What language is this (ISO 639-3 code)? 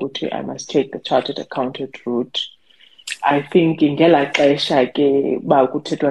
xho